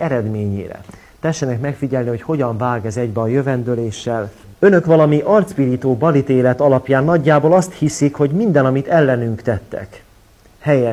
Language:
Hungarian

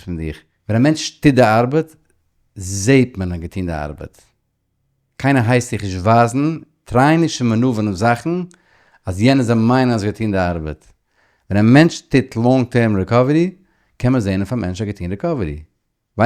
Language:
Yiddish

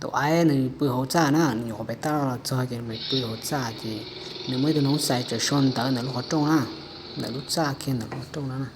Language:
Hmong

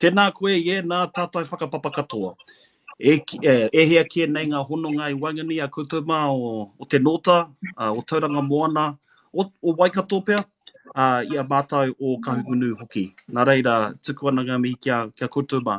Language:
Māori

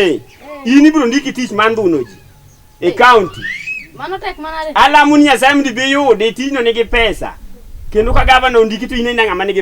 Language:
Luo (Kenya and Tanzania)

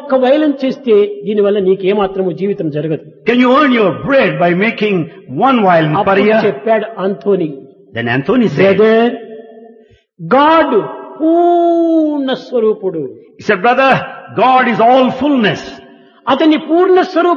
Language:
Telugu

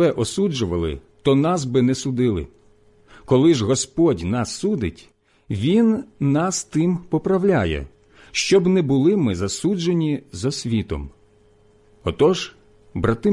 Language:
Ukrainian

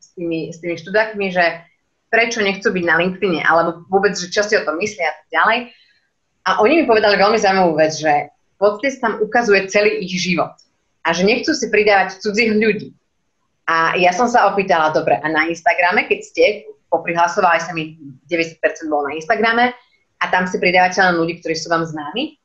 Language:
Slovak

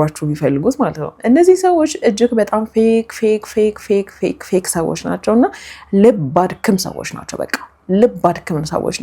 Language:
Amharic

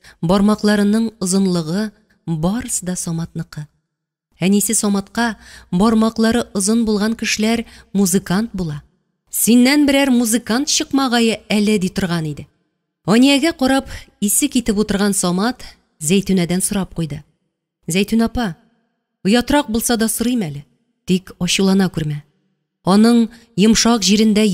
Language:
Tatar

